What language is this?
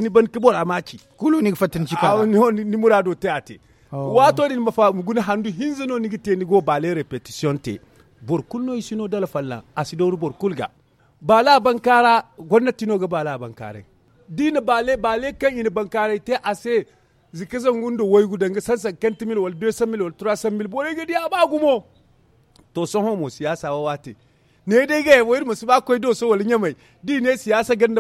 Zarma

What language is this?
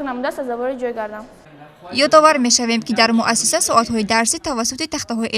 Tajik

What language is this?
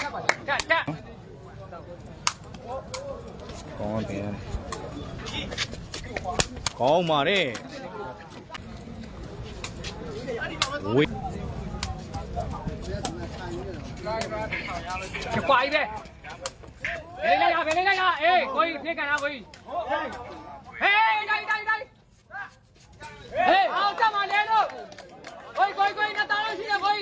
Burmese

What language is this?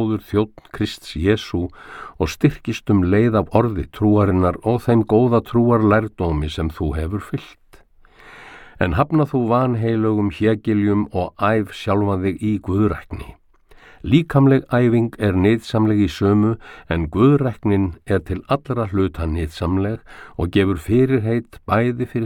Icelandic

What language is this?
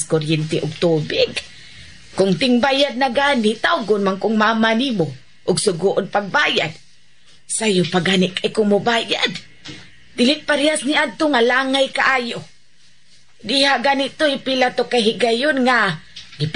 Cebuano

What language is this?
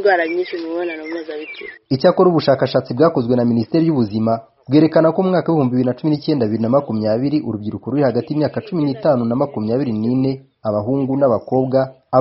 Kinyarwanda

